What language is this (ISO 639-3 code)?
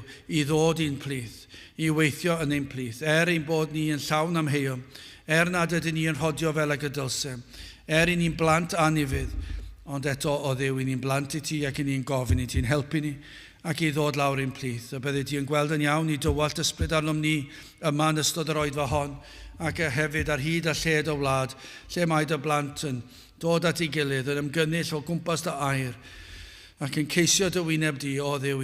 cym